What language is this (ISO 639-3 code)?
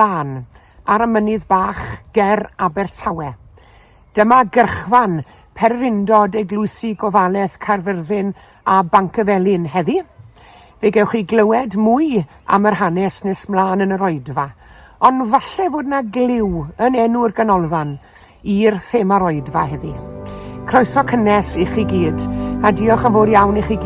cym